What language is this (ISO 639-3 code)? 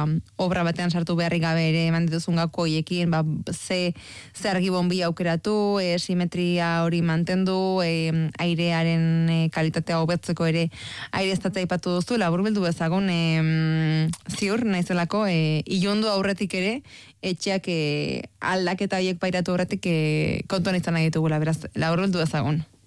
eus